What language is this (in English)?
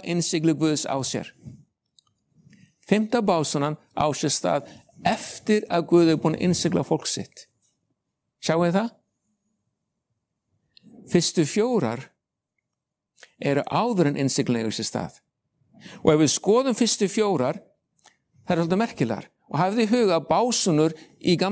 Icelandic